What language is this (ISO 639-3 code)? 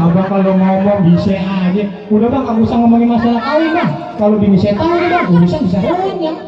bew